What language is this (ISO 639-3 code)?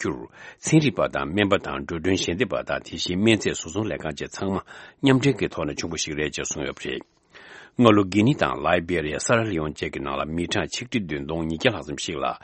bod